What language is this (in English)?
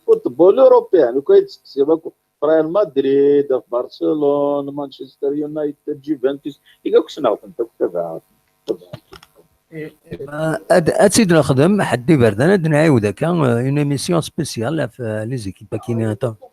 Kabyle